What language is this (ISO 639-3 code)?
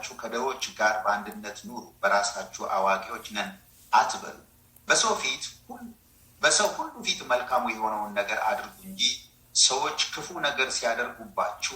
amh